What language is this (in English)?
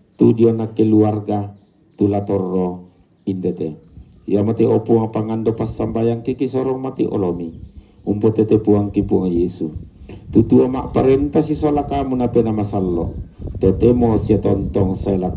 Toraja-Sa'dan